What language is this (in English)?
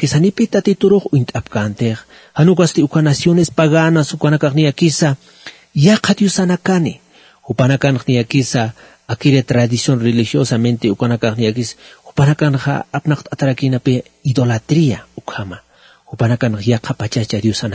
Aymara